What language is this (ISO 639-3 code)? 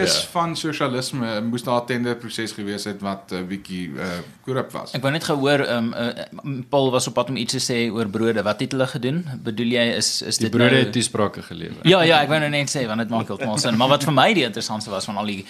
afr